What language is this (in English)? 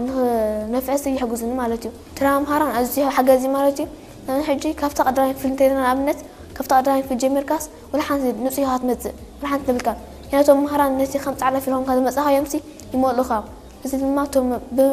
Tigrinya